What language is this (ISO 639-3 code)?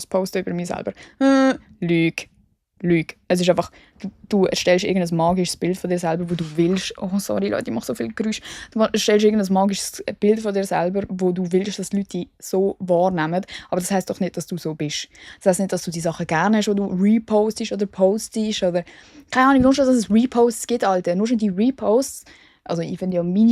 gsw